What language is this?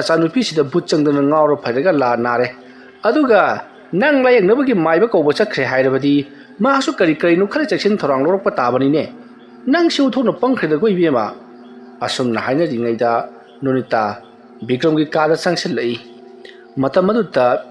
Manipuri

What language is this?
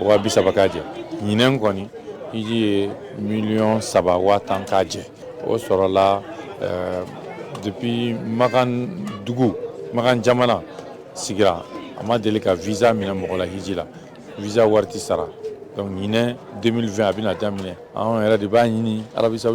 Bambara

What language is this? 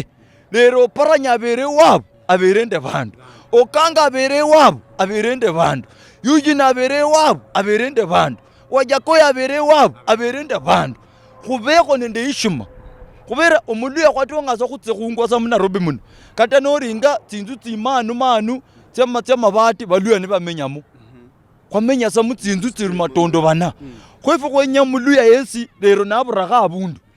Luyia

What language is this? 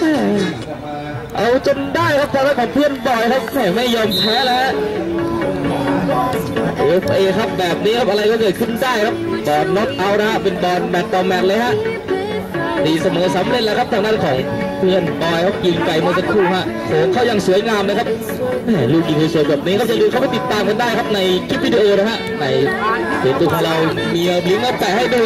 Thai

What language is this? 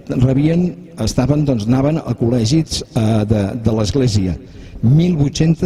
Catalan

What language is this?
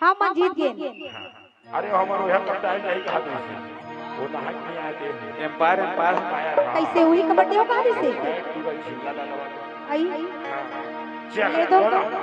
Chhattisgarhi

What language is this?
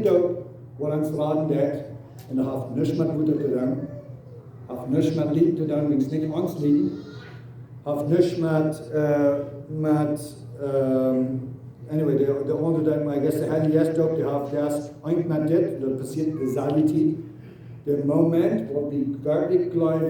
Plautdietsch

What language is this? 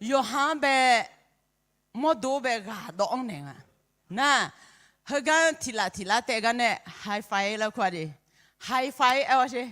Akha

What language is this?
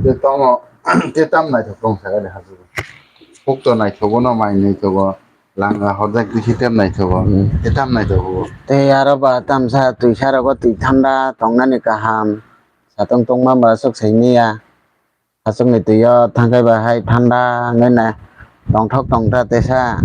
Kok Borok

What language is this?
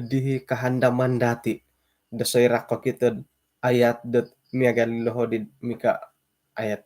Central Dusun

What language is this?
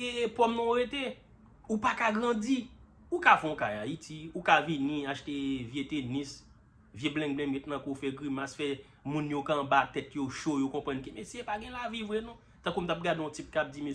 Haitian Creole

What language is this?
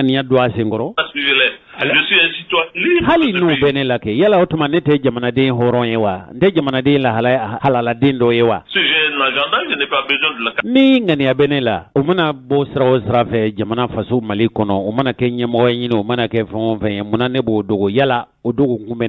Bambara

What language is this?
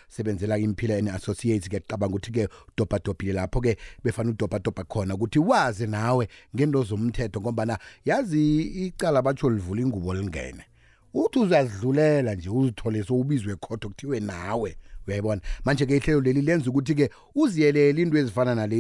South Ndebele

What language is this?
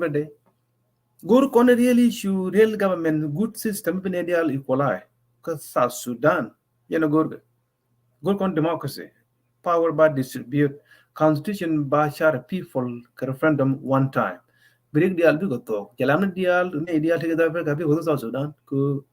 Nuer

